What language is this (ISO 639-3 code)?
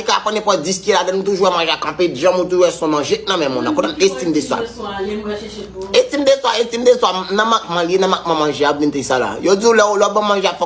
hat